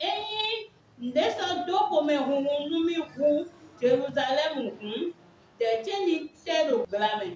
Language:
Fon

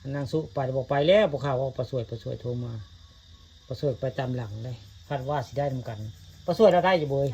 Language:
Northeastern Thai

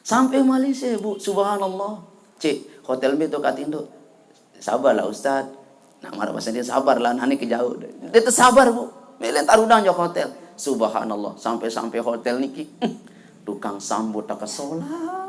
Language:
Sasak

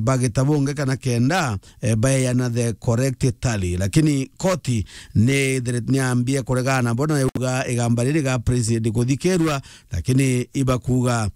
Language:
Meru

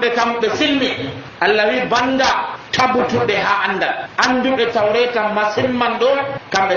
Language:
Nigerian Fulfulde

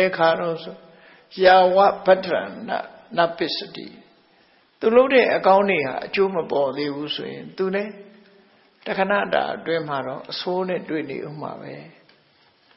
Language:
Burmese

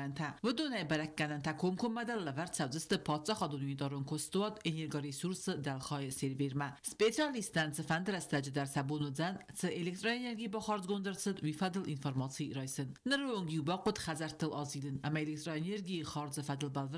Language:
Ossetic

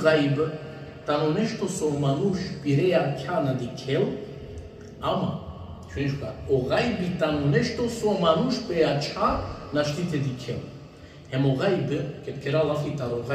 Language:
Balkan Romani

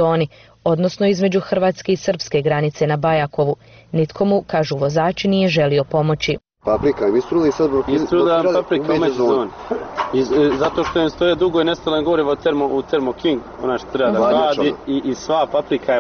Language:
Croatian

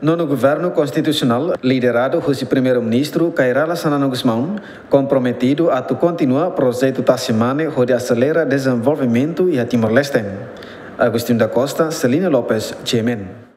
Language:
Tetum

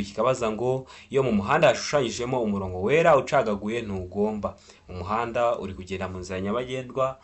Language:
Kinyarwanda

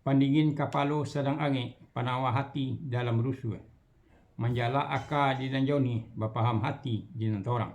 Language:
Minangkabau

